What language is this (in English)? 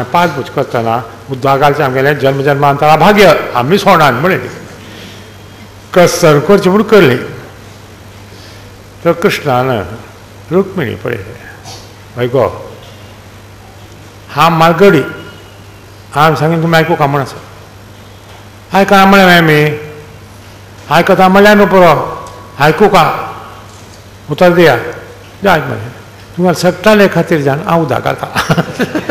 Konkani